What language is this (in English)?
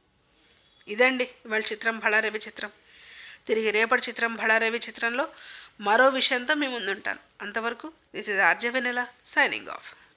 Telugu